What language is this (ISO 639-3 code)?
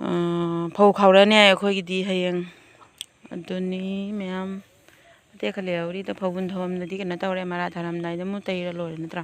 mni